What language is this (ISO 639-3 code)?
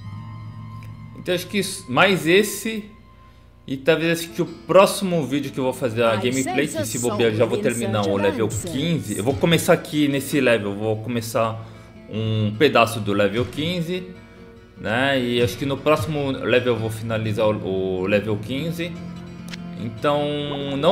por